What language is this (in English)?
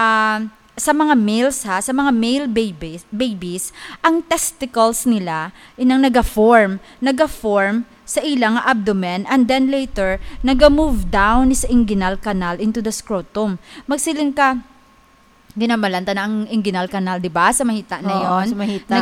Hiligaynon